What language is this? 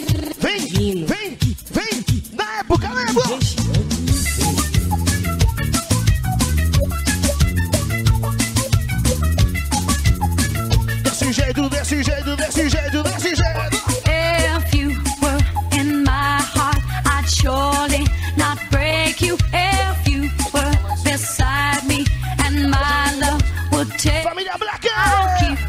Portuguese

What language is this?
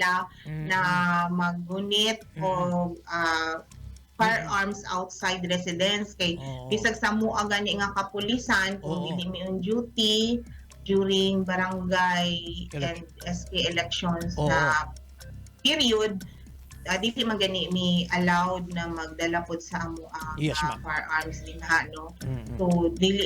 Cebuano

